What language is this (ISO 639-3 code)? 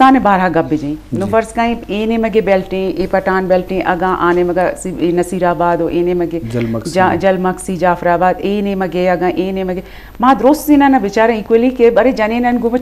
bgp